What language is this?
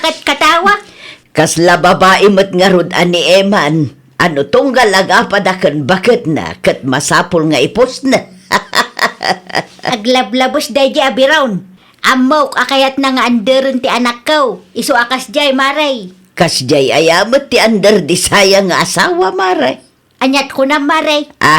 Iloko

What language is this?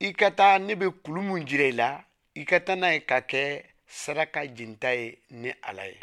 Bambara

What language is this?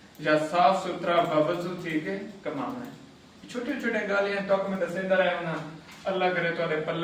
Saraiki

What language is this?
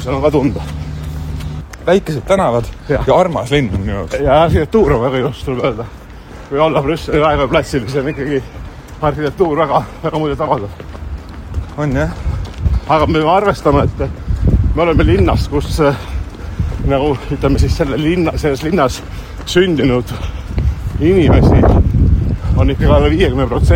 Estonian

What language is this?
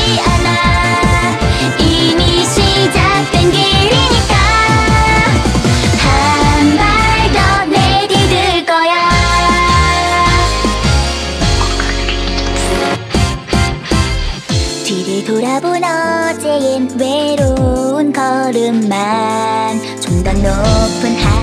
Korean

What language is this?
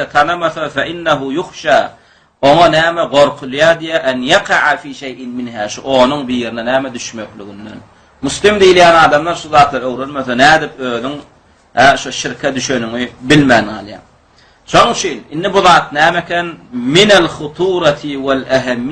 Turkmen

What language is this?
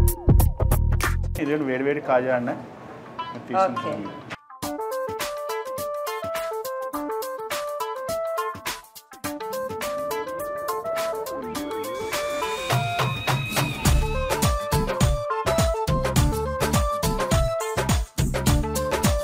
Telugu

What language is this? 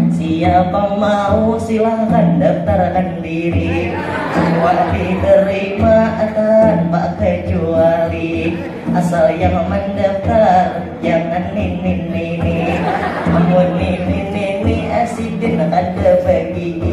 Banjar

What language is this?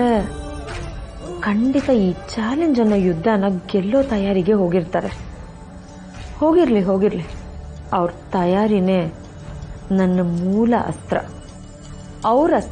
Kannada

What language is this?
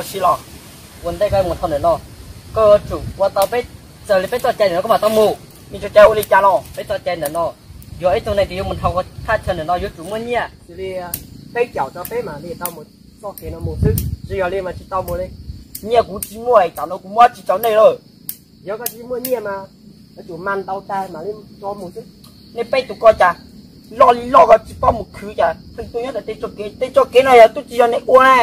Hmong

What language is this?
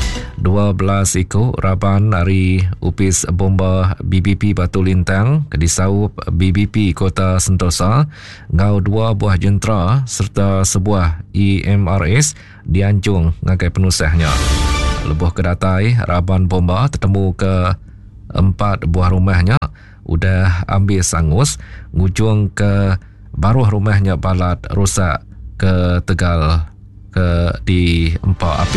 Iban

